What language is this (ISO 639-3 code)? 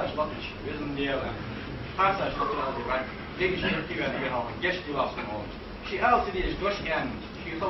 inh